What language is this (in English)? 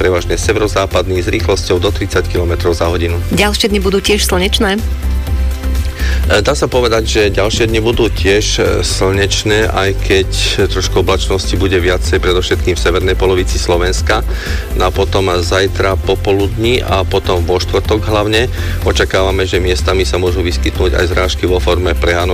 Slovak